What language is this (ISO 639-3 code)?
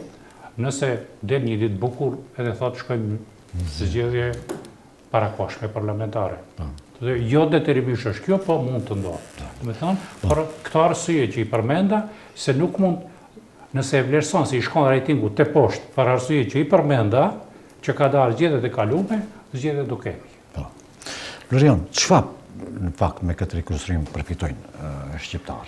sqi